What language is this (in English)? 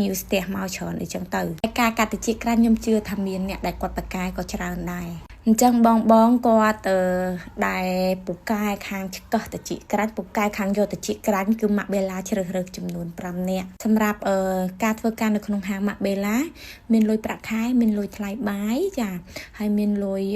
Khmer